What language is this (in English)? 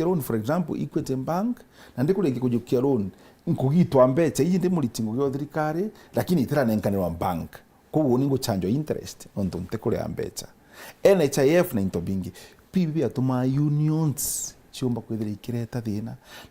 Meru